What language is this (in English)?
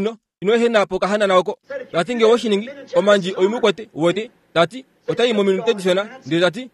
Kuanyama